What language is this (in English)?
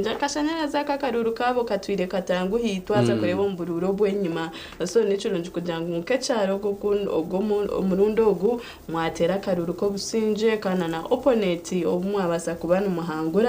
Nyankole